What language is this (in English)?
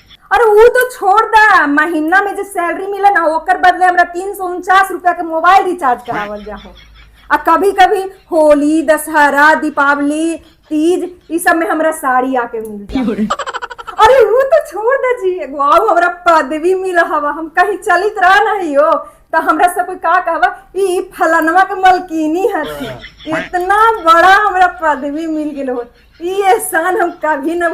Magahi